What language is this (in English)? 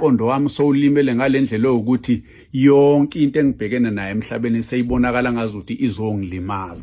Zulu